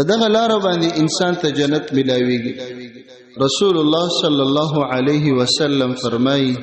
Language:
Pashto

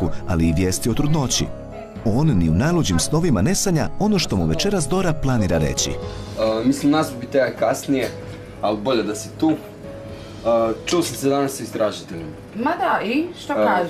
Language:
Croatian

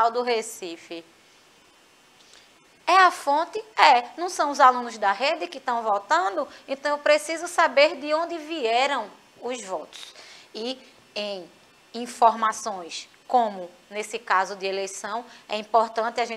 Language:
Portuguese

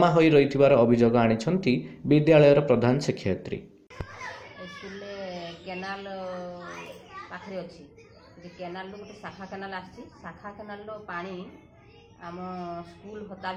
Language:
Odia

